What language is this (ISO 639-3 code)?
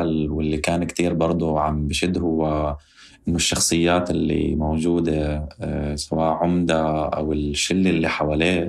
apc